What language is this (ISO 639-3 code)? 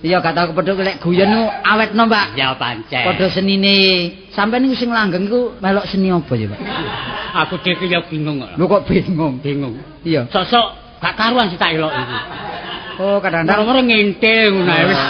jav